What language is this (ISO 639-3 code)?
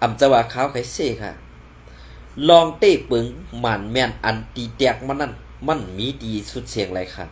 shn